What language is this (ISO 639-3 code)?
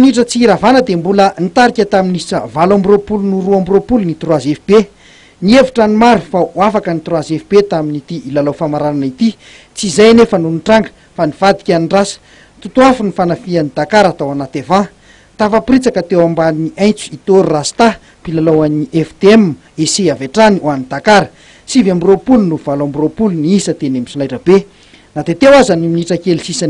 mlg